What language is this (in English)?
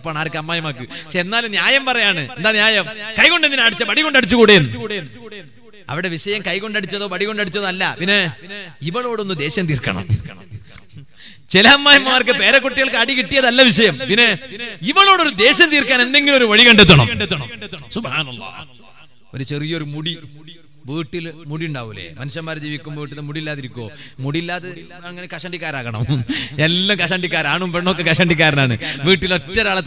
Malayalam